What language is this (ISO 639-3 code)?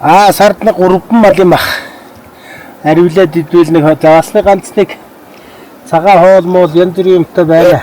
mon